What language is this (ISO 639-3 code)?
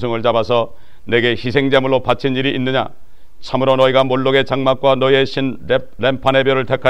kor